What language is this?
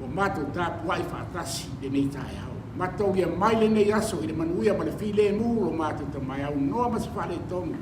Samoan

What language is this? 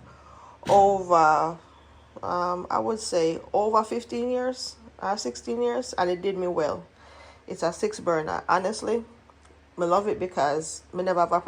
Jamaican Creole English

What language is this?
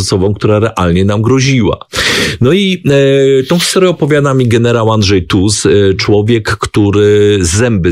Polish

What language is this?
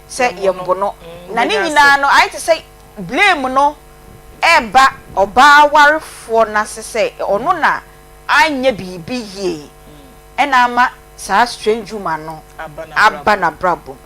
Akan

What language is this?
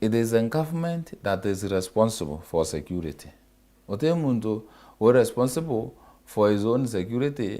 Meru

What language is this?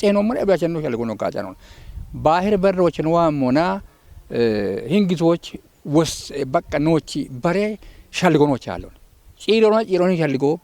Kafa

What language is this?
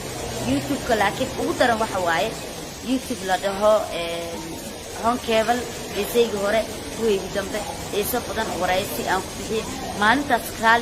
Somali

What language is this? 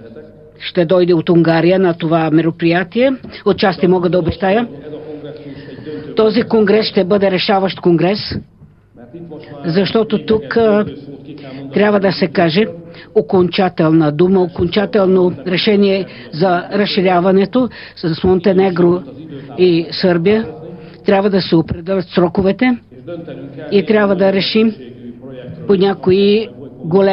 Bulgarian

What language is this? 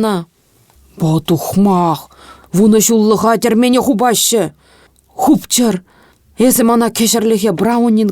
Chuvash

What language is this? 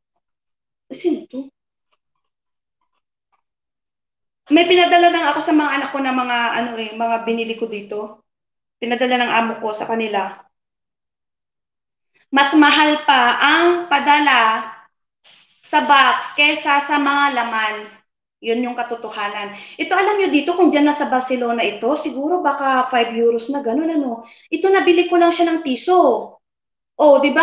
Filipino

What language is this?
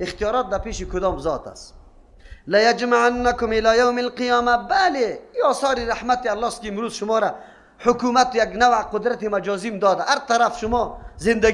Persian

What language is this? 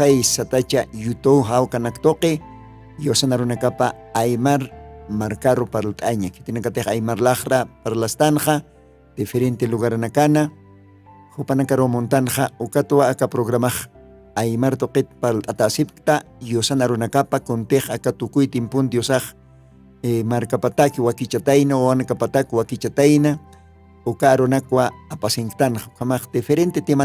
Aymara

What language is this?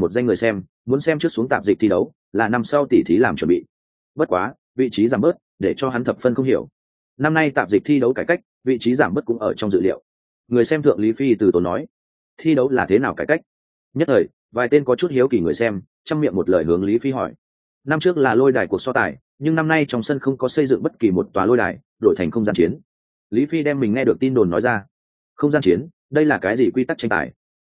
Vietnamese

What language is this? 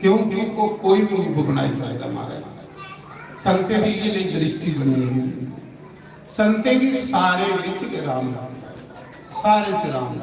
Dogri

